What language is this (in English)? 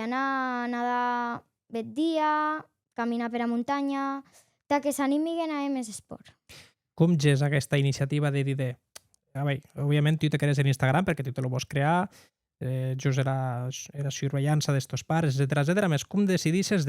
Occitan